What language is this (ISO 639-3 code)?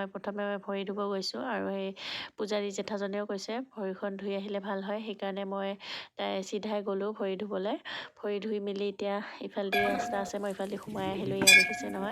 asm